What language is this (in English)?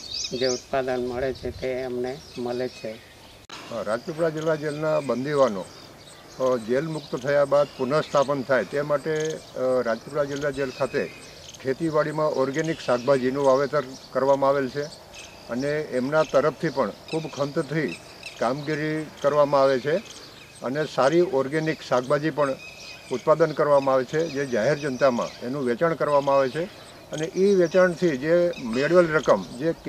Gujarati